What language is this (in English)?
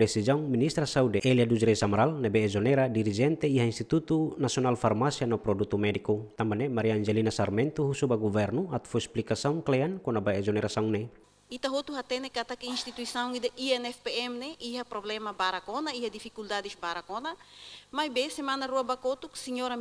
Tetum